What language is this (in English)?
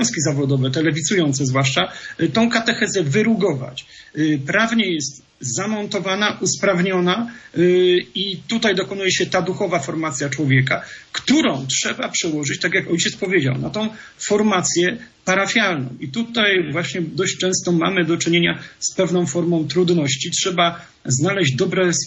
Polish